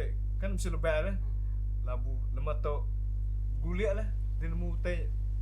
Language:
Iban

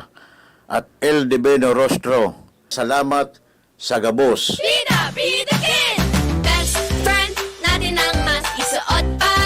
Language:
Bikol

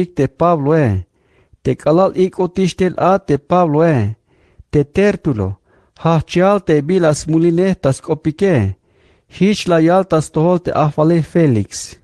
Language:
Tzeltal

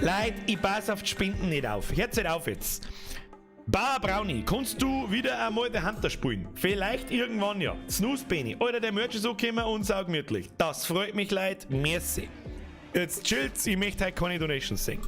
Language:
Bavarian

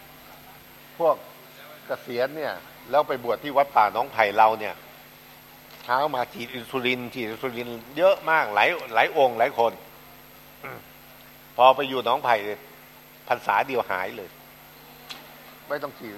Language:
Thai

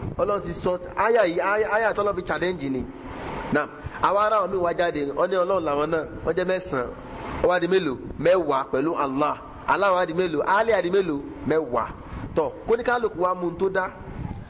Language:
Yoruba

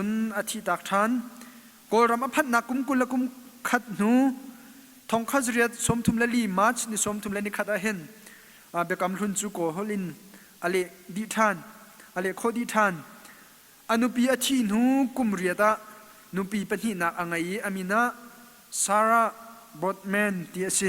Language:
Hakha Chin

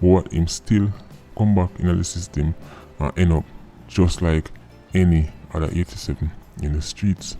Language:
Jamaican Creole English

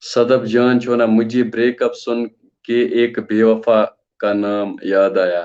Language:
Kashmiri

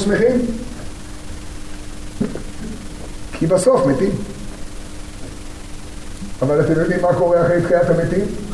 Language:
Hebrew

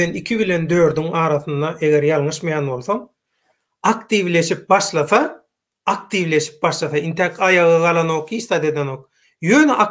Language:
Turkmen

